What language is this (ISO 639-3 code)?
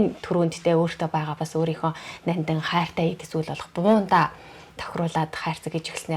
mon